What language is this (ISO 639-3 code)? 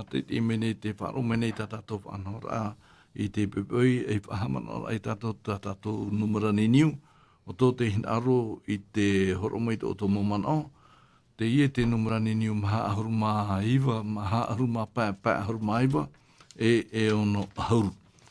tah